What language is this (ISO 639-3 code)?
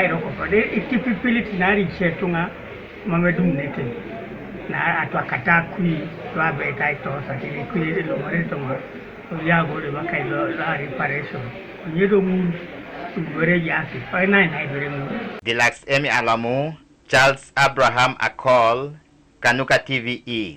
teo